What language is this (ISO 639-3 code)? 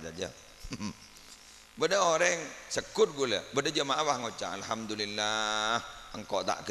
mad